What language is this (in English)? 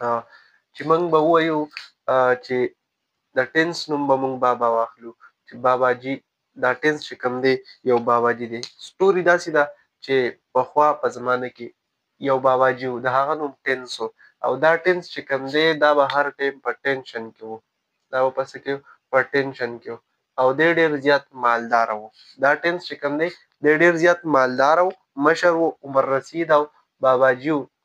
Pashto